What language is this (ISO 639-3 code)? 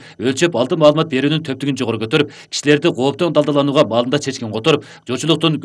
kir